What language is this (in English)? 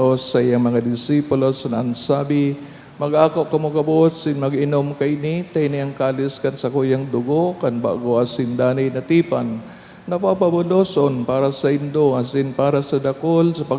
Bikol